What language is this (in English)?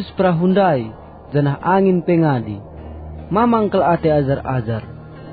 Batak Karo